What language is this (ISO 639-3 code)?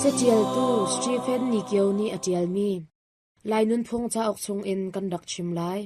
cnh